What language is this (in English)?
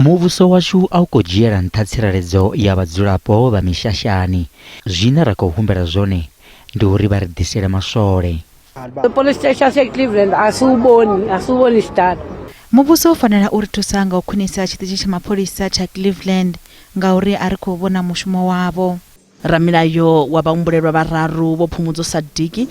Venda